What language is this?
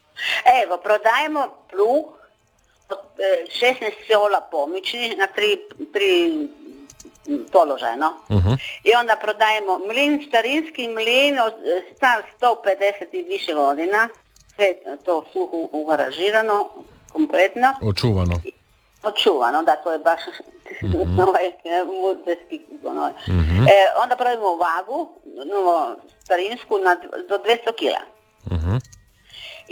Croatian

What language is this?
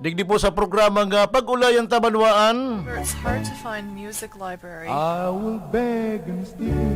Bikol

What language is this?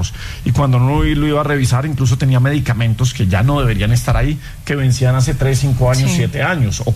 Spanish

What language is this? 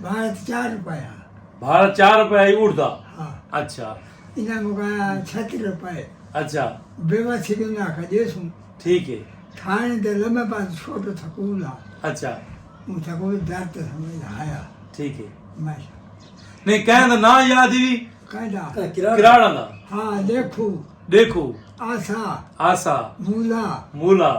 Saraiki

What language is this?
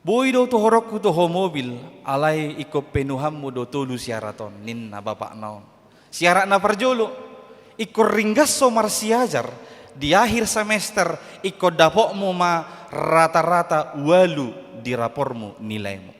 Batak Toba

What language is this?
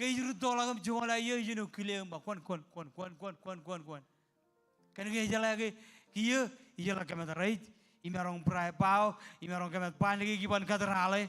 Marshallese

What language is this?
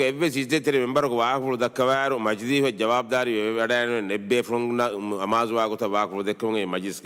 Divehi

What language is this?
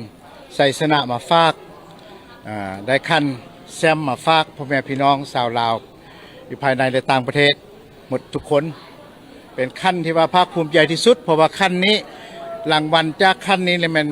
Lao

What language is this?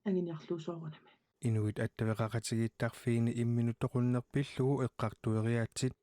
Kalaallisut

